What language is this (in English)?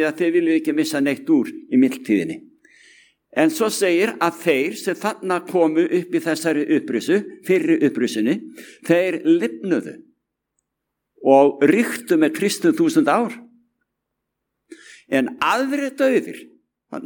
Icelandic